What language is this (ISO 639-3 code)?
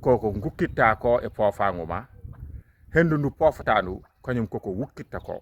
ful